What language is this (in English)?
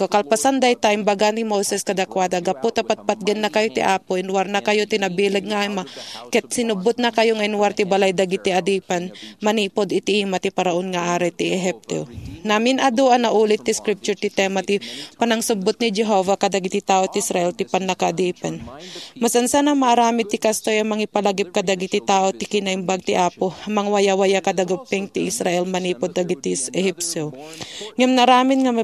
Iloko